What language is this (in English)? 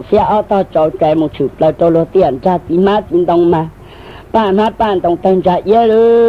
Hmong